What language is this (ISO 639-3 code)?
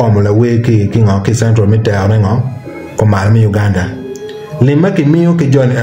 ach